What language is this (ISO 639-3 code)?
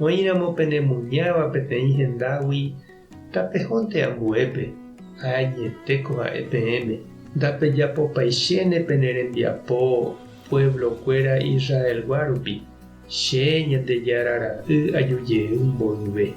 grn